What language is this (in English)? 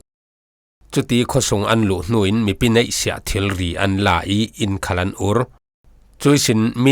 Falam Chin